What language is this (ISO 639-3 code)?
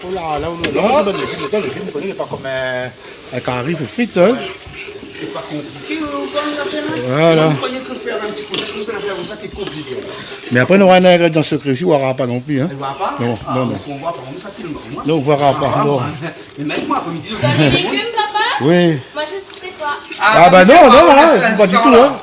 rcf